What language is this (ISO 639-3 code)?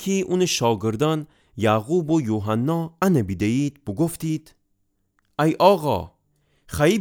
glk